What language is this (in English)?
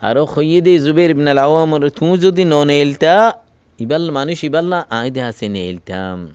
Rohingya